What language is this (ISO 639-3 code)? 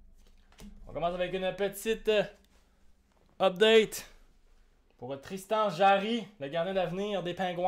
fra